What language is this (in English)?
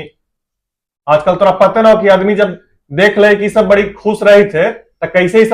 Magahi